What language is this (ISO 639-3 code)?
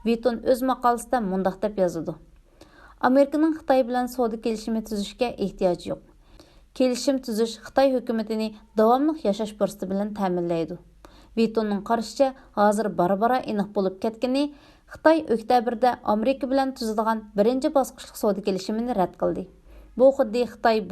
uig